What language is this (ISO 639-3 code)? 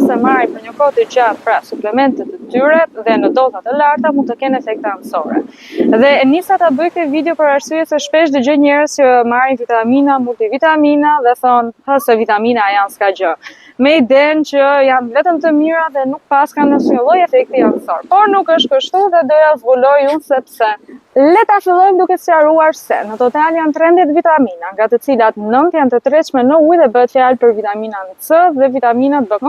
sqi